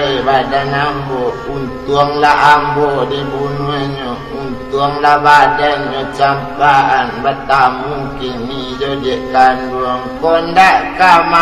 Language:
Minangkabau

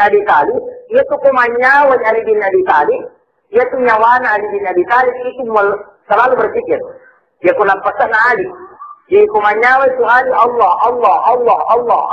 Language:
Buginese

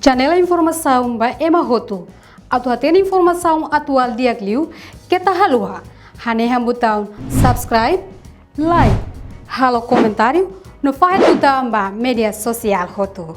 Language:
Tetum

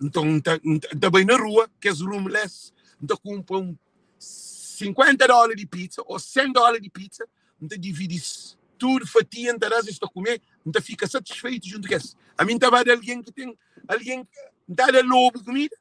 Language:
Kabuverdianu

